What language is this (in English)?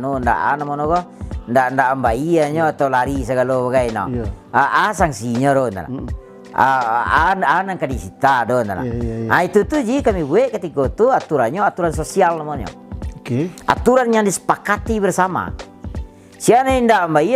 Minangkabau